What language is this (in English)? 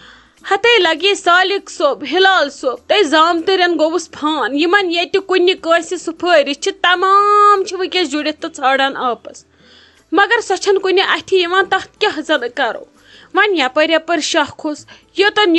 Kashmiri